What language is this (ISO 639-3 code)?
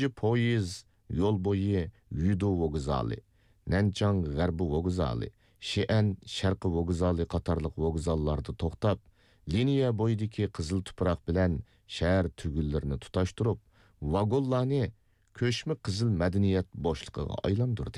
uig